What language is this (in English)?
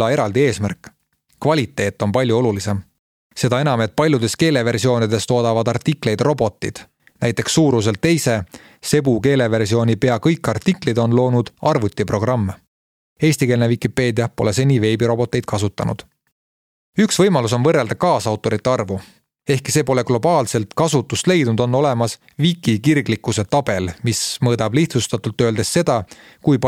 Estonian